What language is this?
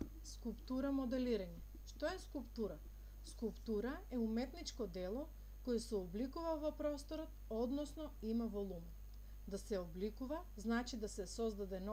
Macedonian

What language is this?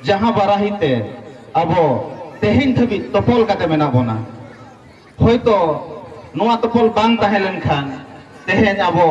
Santali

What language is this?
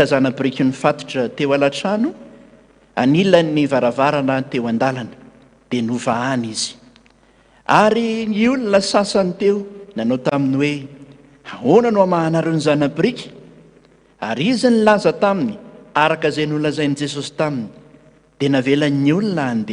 Malagasy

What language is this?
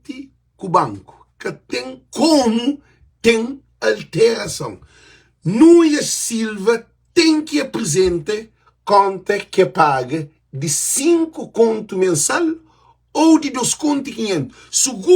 Kabuverdianu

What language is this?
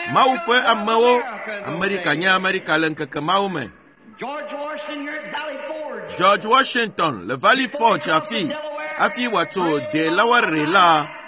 Ewe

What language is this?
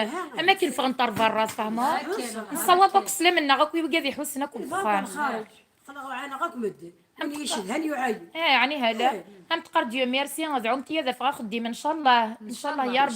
Kabyle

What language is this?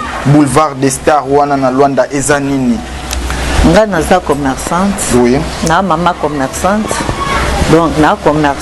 Lingala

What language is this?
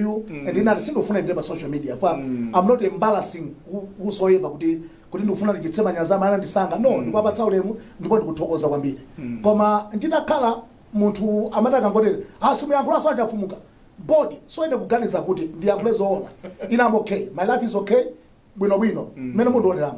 Nyanja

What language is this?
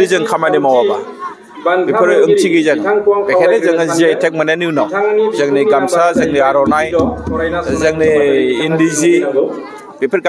Bodo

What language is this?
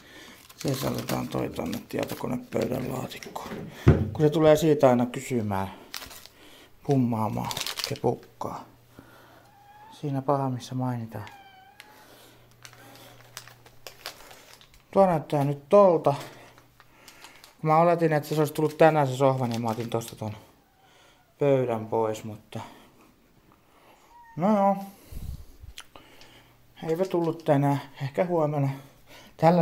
Finnish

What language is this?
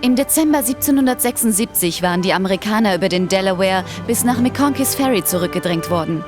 Bavarian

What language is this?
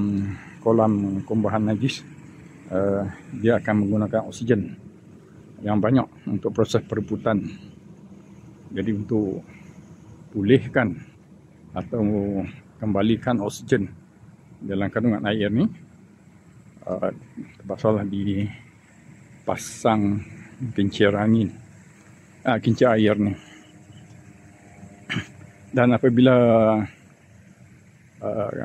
Malay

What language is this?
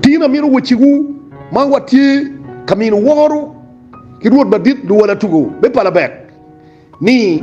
Acoli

